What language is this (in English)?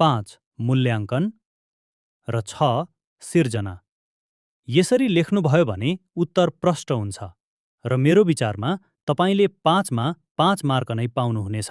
Nepali